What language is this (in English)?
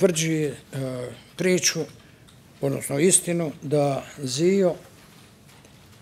Bosnian